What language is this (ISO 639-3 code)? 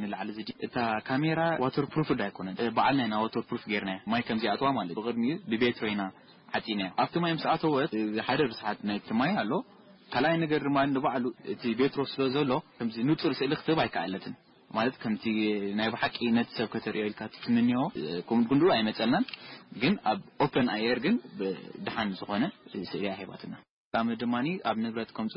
tir